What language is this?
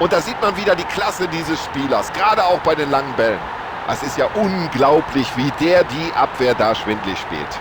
Bavarian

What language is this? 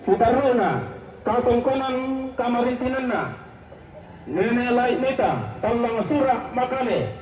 Toraja-Sa'dan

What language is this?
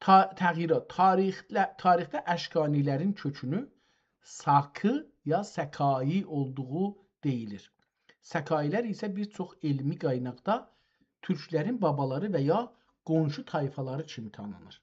South Azerbaijani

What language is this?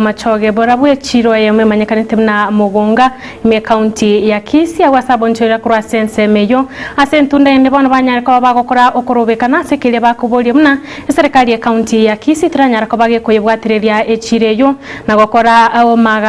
Gusii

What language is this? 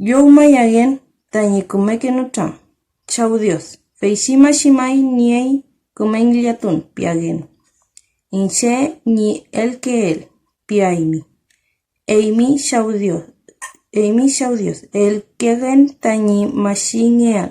Mapuche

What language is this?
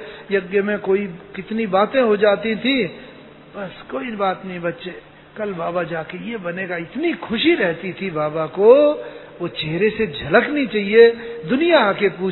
Hindi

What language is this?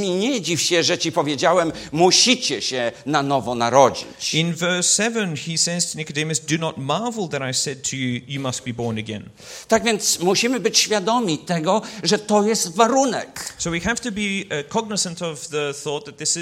Polish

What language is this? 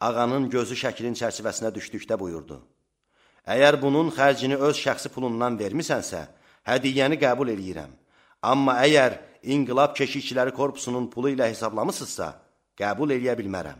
Azerbaijani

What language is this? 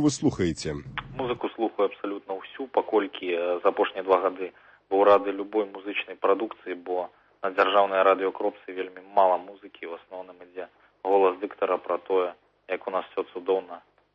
Belarusian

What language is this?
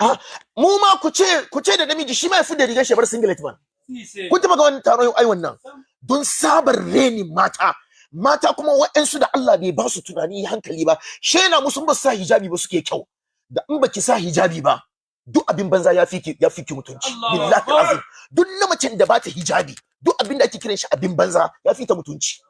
Hausa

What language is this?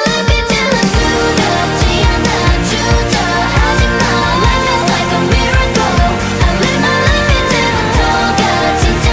Korean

